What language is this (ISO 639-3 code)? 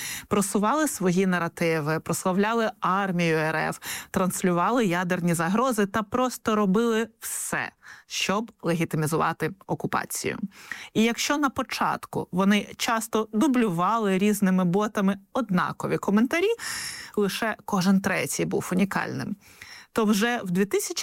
ukr